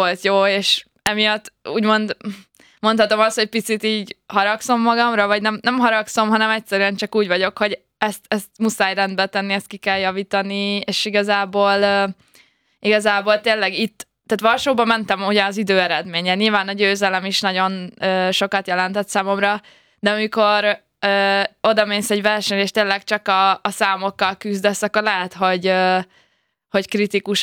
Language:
Hungarian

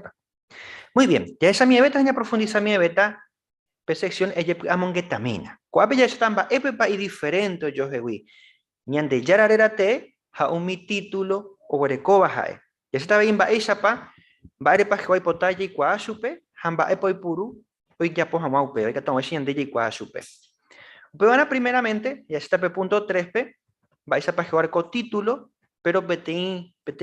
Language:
Guarani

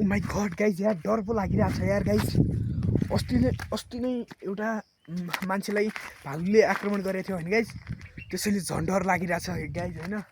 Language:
Nepali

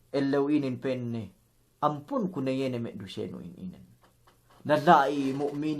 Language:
Yakan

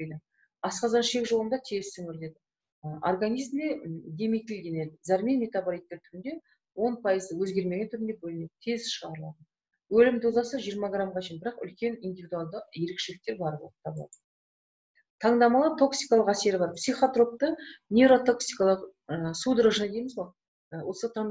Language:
Kazakh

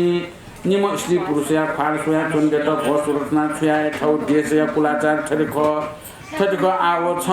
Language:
Newari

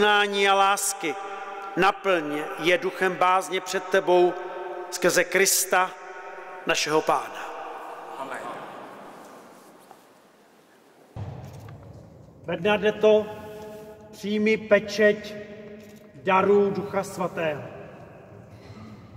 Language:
Czech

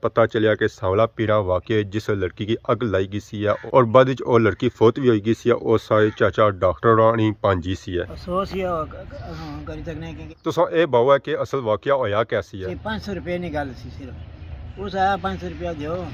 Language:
Pahari-Potwari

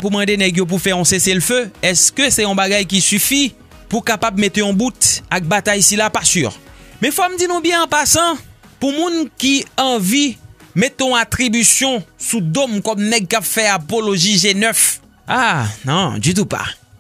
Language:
Haitian Creole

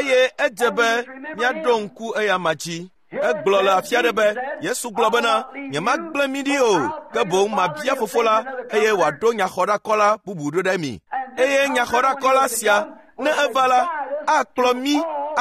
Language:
Ewe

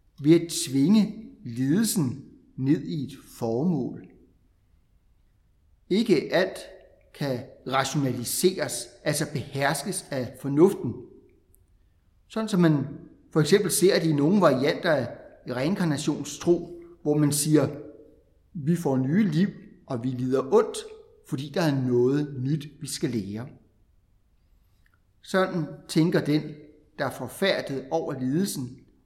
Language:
Danish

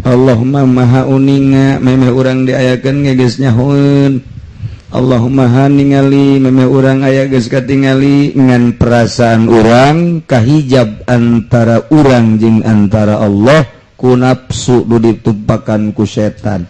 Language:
Sundanese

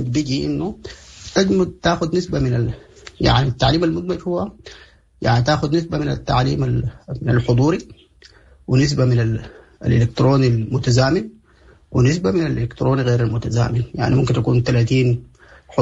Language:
Sudanese Arabic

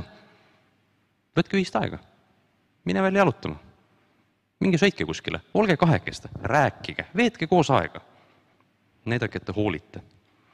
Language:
Estonian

